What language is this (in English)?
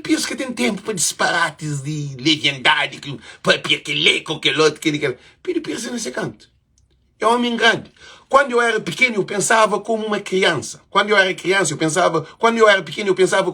Kabuverdianu